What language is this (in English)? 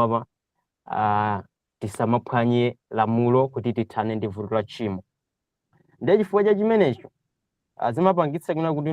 Nyanja